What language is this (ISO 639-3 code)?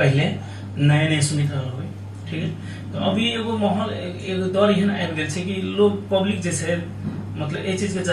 mai